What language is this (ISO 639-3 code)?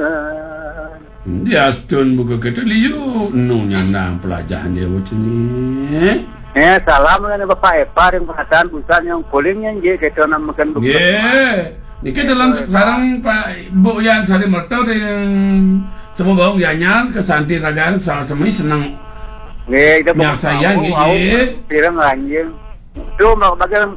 ban